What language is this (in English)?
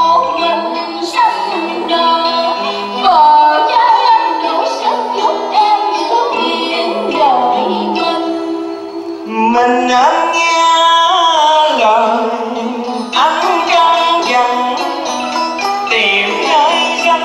Vietnamese